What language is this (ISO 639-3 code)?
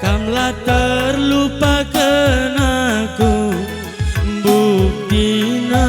btx